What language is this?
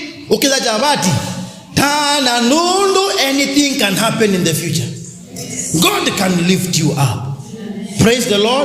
Kamba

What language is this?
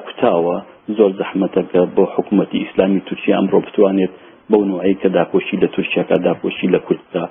Central Kurdish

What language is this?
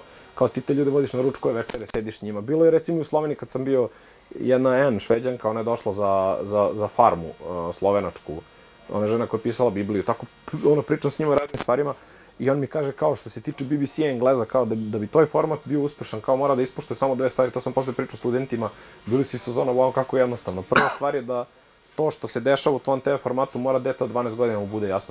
Serbian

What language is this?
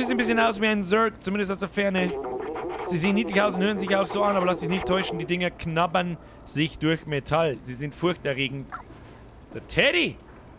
Bavarian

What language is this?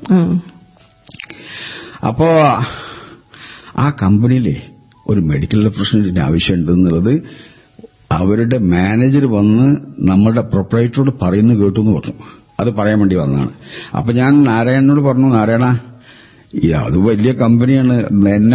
Malayalam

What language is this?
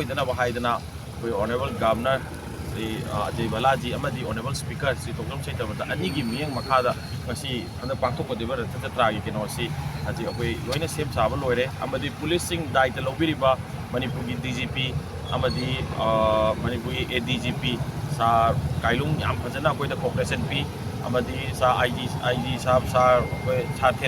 Manipuri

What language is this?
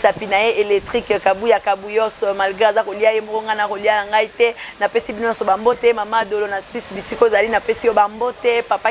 Lingala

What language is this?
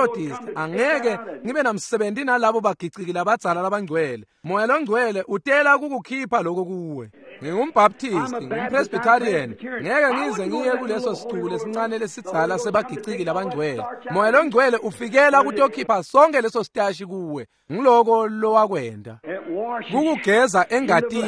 Swati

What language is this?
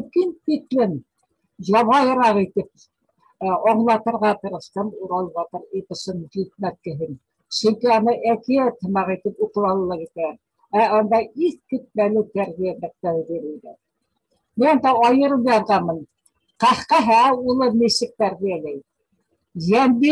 Bashkir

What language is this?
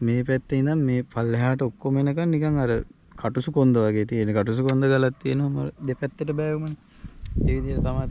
Sinhala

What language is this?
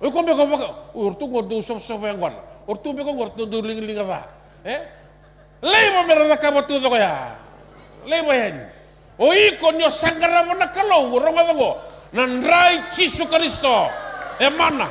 Fijian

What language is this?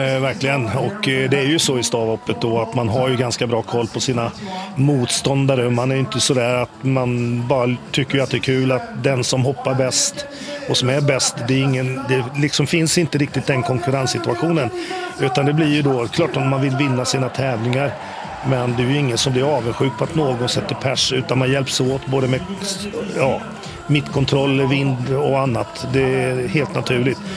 Swedish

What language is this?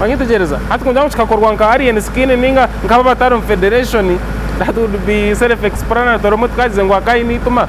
Nyankole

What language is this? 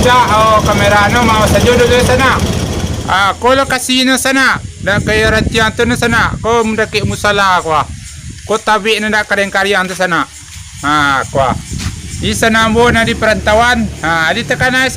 Minangkabau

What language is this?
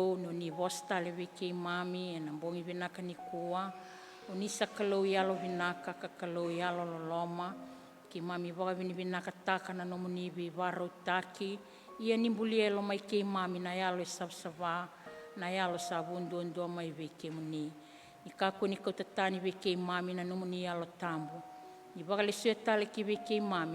Fijian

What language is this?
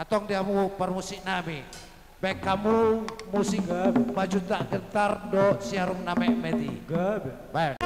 Batak Toba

